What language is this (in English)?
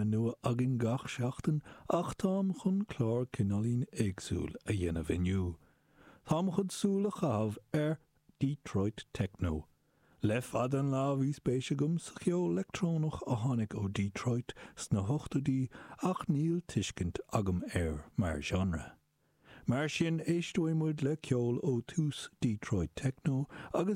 Irish